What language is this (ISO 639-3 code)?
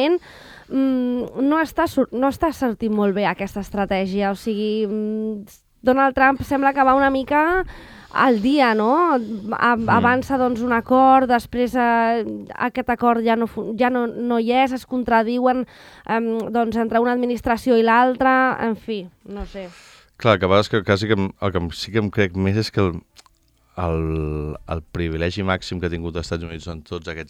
cat